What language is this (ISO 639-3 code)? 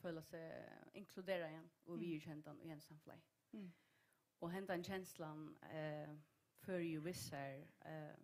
fao